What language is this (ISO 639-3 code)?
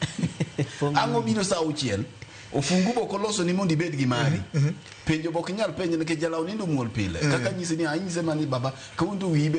luo